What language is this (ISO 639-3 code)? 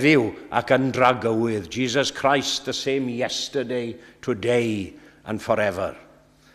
cym